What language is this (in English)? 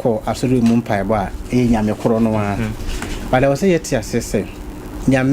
Akan